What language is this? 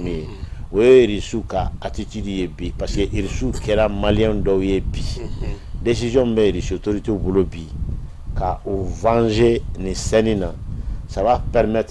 Bambara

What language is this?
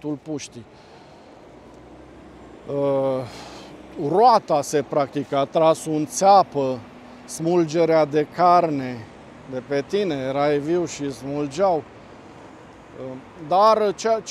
Romanian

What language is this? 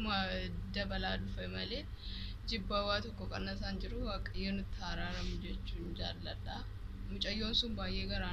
Oromo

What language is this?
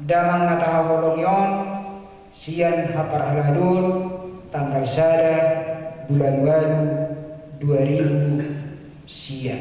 Batak Toba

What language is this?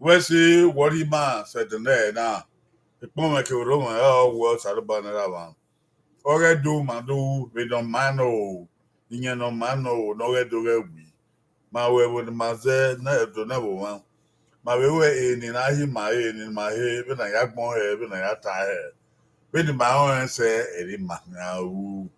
Bini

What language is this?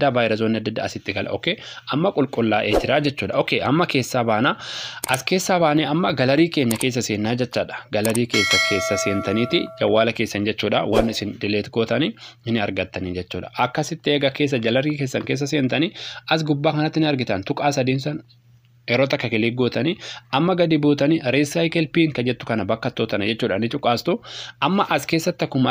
Oromo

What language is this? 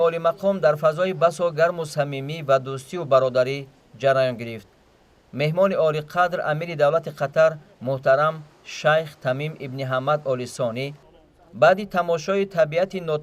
Tajik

